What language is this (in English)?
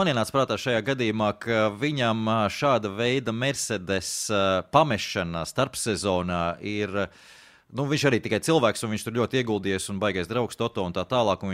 Latvian